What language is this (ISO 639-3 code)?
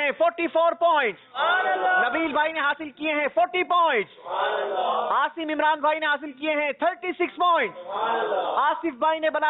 urd